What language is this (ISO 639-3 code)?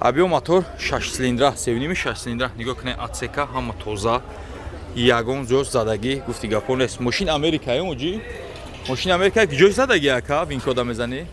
tgk